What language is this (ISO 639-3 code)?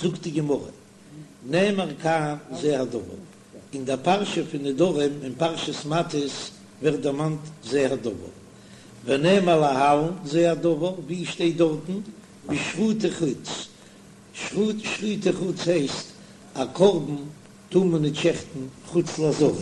yid